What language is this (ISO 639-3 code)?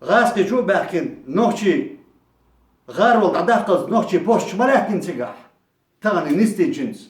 che